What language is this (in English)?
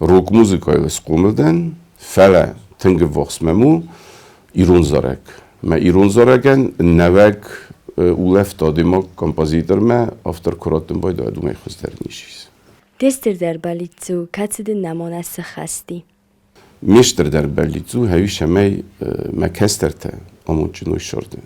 Ossetic